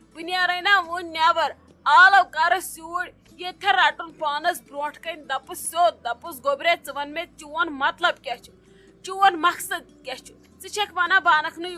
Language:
Kashmiri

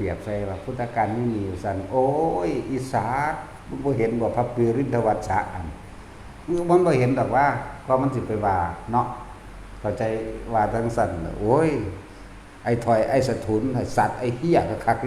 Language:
Northeastern Thai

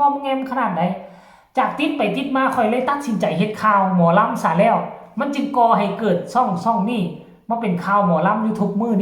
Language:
Northeastern Thai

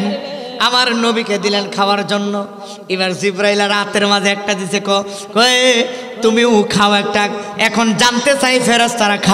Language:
Bangla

